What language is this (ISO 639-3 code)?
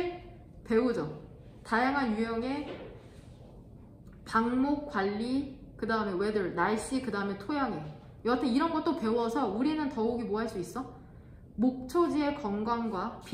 kor